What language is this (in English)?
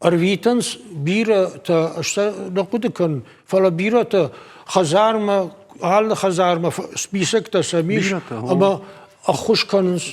Ossetic